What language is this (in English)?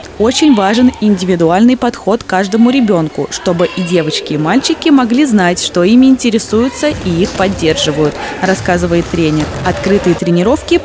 Russian